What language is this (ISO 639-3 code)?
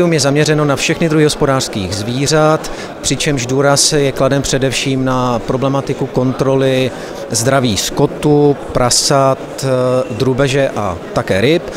ces